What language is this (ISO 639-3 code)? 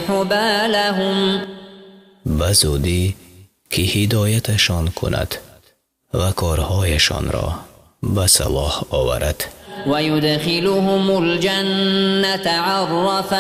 fas